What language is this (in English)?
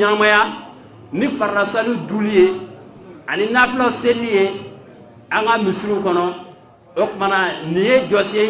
Bambara